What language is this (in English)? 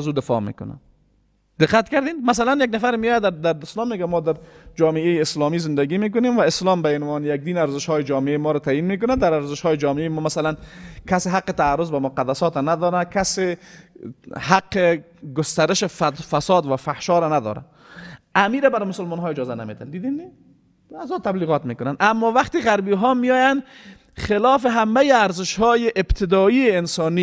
Persian